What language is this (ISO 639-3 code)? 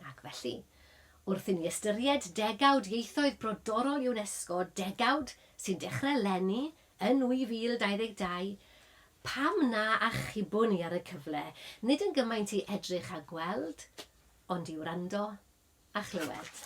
cym